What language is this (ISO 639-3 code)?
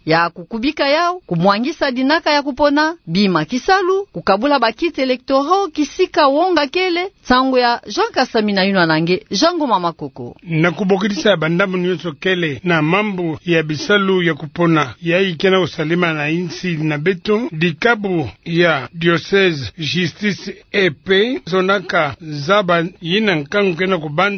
ktu